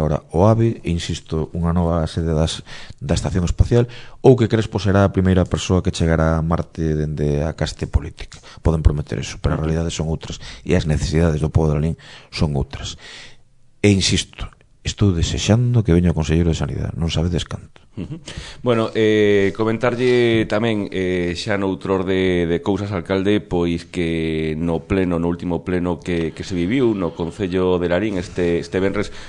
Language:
Galician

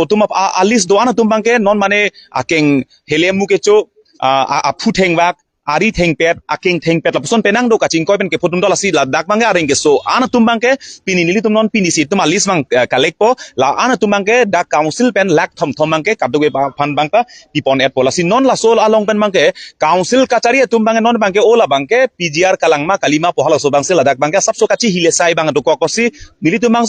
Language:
Karbi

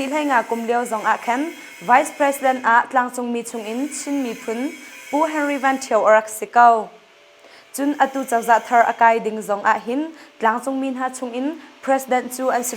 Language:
Hakha Chin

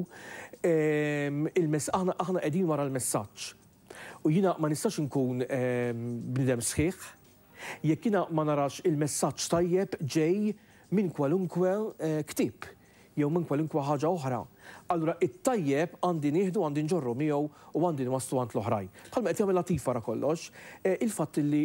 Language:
Maltese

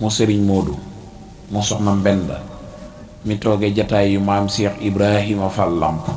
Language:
Wolof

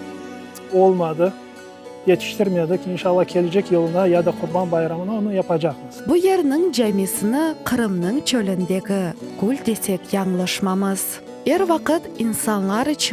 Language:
Crimean Tatar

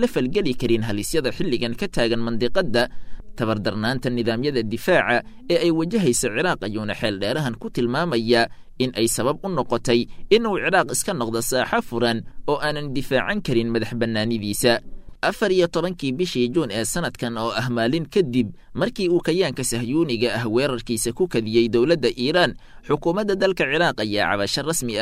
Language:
Somali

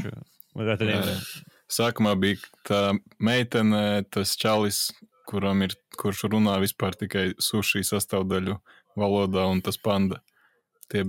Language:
Latvian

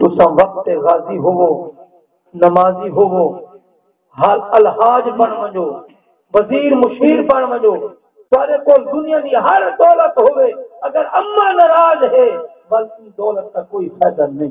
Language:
Saraiki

